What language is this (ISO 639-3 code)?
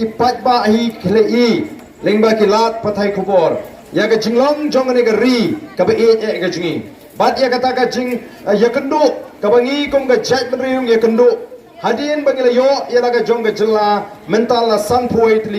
kha